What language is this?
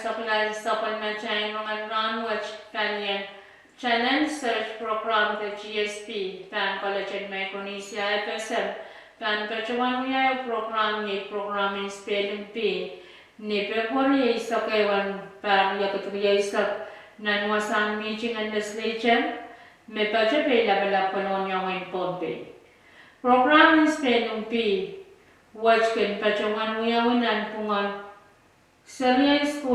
Pohnpeian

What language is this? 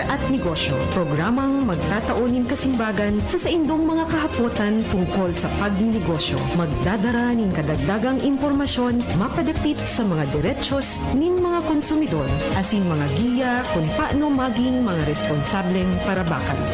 Bikol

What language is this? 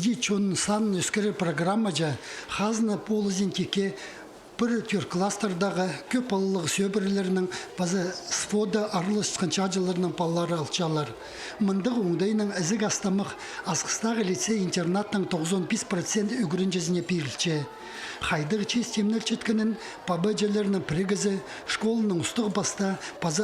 Khakas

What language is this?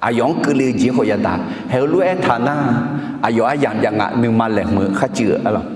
Akha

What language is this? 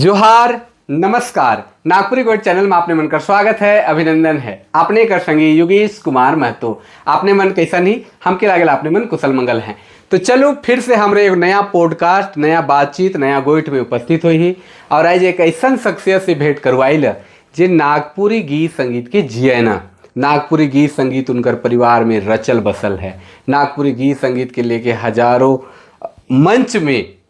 Sadri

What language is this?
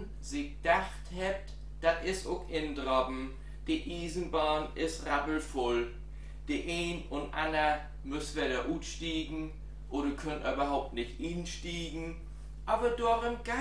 Low German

